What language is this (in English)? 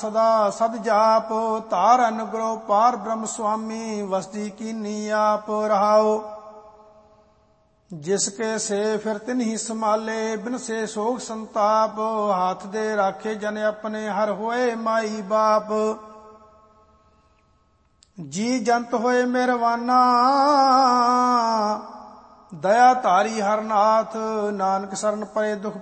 Punjabi